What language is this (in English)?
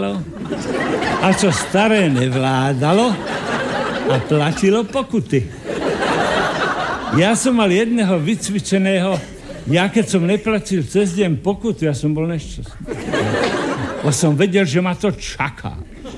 Slovak